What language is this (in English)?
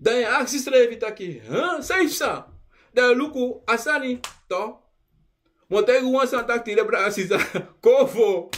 Sranan Tongo